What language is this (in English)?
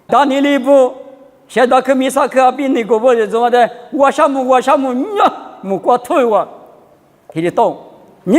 Lisu